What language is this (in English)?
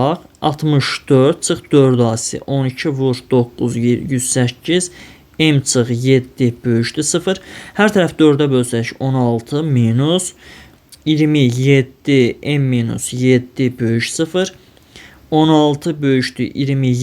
Azerbaijani